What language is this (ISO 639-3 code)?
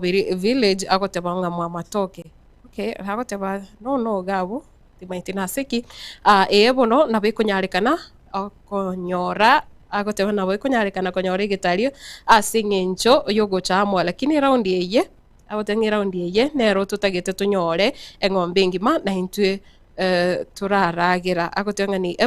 guz